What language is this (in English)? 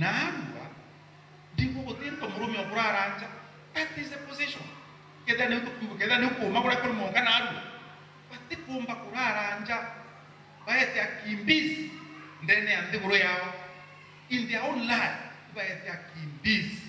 Meru